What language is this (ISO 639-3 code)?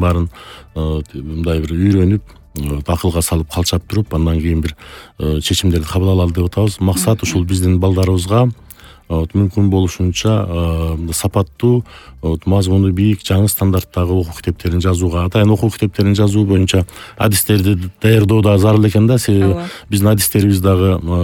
kir